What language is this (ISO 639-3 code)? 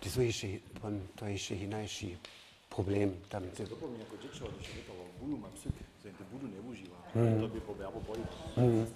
hsb